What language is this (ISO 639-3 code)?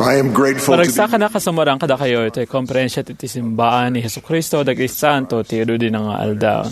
ilo